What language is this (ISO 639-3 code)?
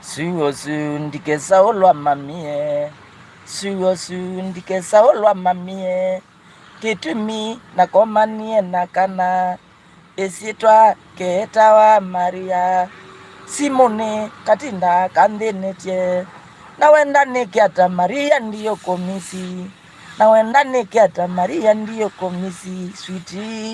kam